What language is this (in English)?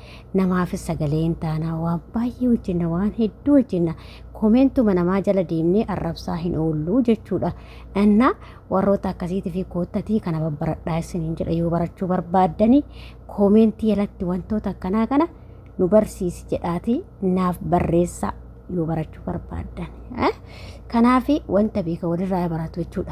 Oromo